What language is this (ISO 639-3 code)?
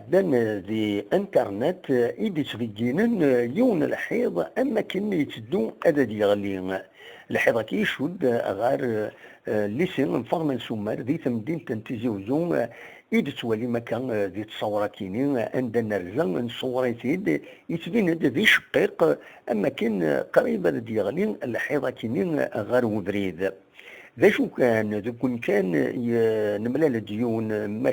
kab